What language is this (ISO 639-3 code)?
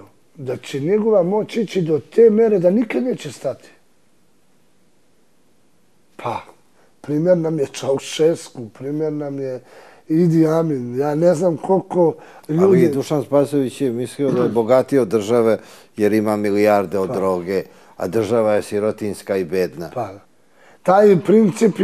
srp